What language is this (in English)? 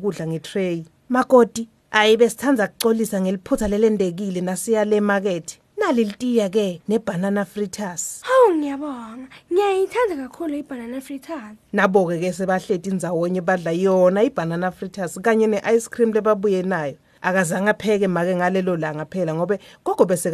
Swati